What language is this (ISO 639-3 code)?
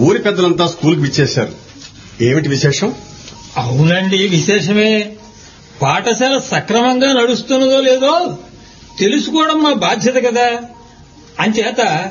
tel